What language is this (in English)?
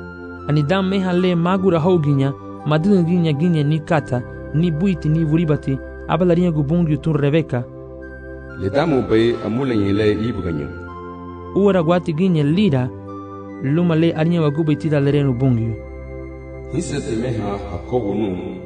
Garifuna